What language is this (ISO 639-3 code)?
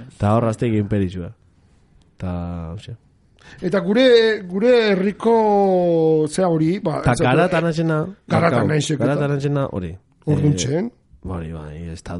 eus